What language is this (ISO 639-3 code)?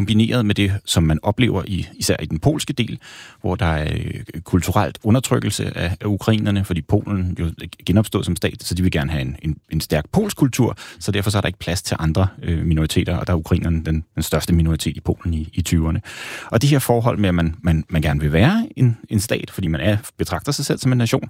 dan